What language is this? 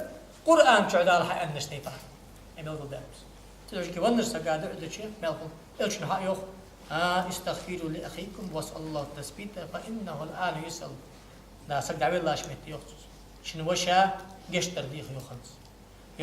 Ingush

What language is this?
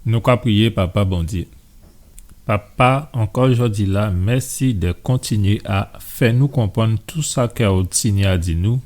Guadeloupean Creole French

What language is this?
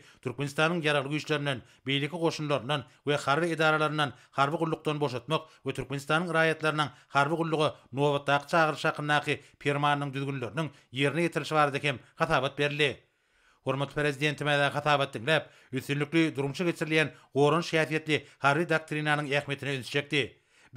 Turkmen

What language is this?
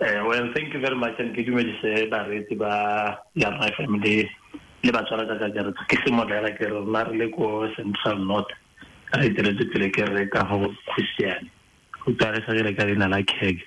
Tswana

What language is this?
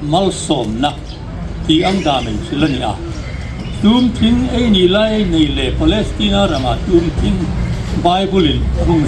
Hmar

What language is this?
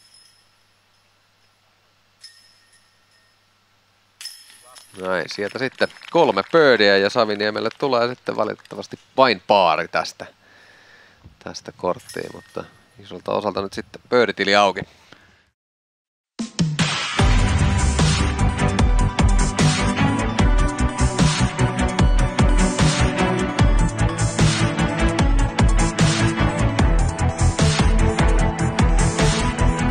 Finnish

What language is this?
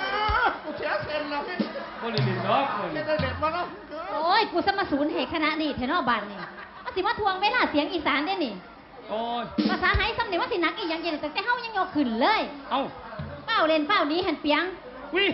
Northeastern Thai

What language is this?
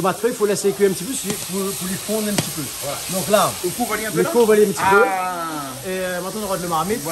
Réunion Creole French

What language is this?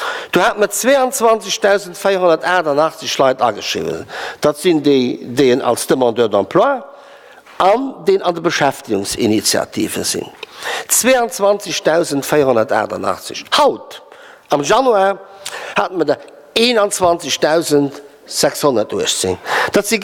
Luxembourgish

